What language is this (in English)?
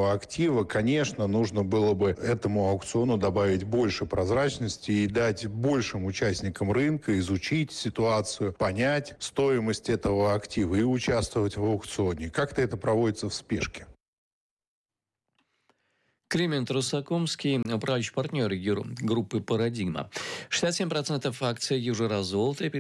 Russian